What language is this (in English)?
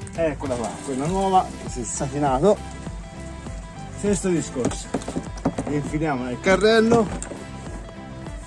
Italian